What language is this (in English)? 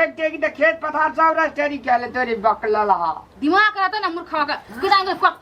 Maithili